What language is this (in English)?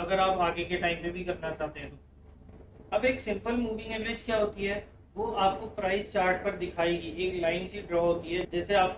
Hindi